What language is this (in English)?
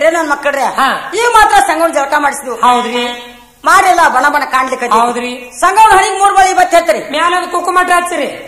Kannada